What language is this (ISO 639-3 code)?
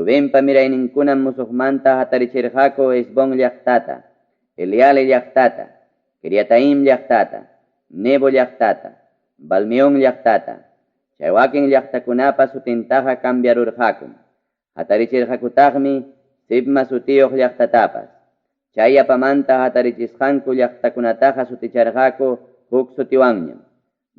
quy